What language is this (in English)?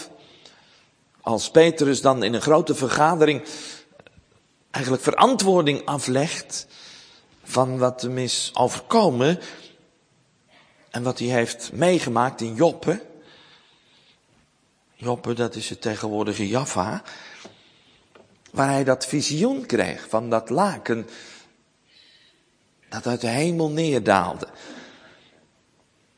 Dutch